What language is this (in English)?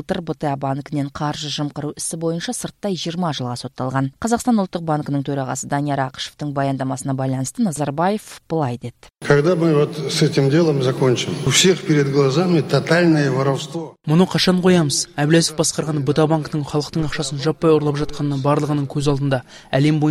Kyrgyz